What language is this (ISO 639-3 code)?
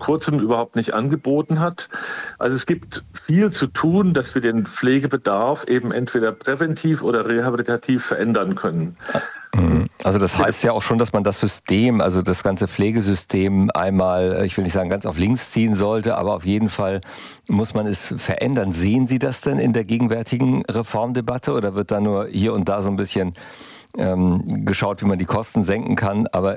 deu